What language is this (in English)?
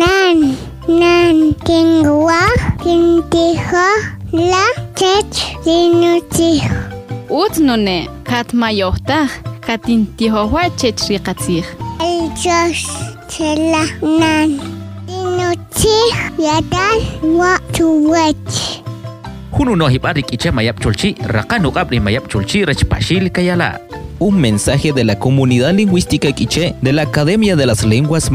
Kʼicheʼ